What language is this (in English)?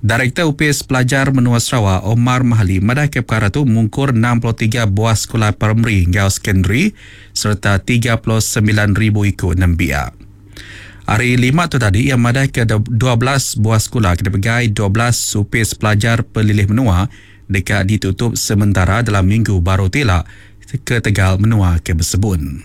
Iban